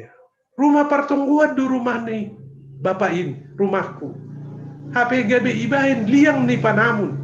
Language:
Batak Simalungun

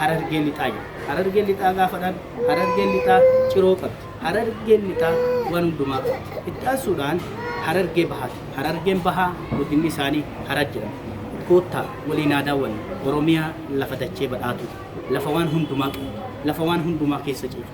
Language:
Oromo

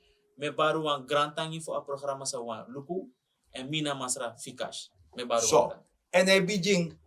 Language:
Sranan Tongo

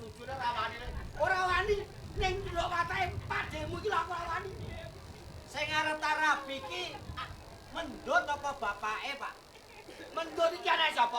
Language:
Javanese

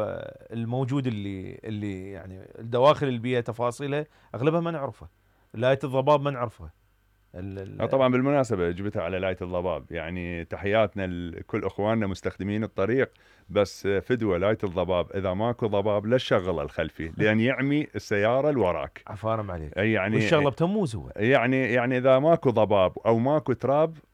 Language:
Mesopotamian Arabic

